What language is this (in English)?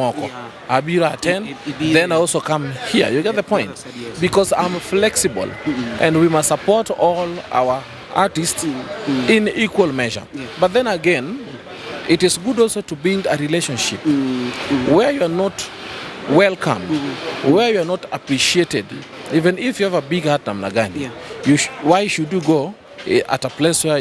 Luo (Kenya and Tanzania)